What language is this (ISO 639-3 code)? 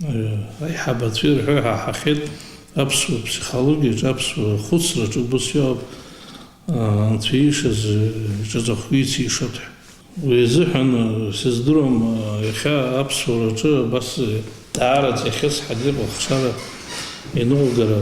abk